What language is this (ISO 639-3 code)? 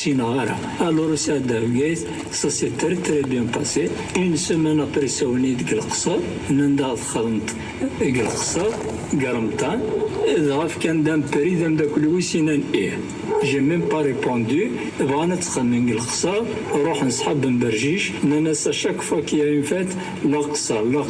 kab